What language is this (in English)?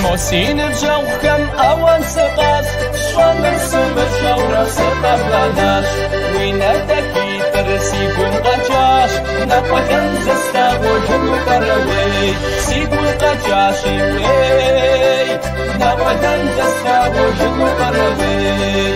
Kabardian